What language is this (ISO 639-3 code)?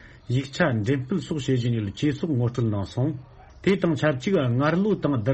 bod